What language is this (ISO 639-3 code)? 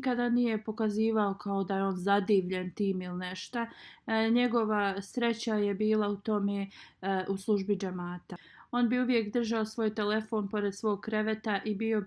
bos